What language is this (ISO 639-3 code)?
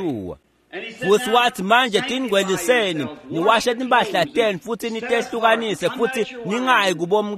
ssw